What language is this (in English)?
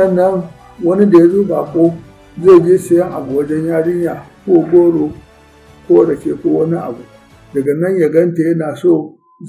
Hausa